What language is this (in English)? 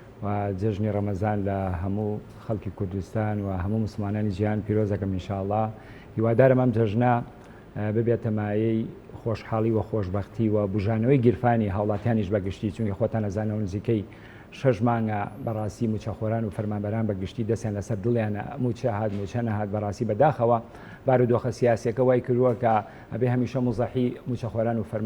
Central Kurdish